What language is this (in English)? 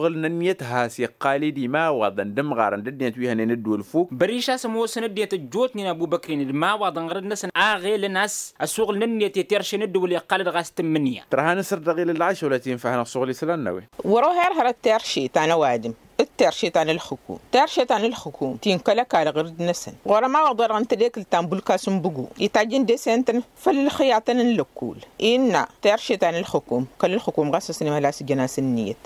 Tamasheq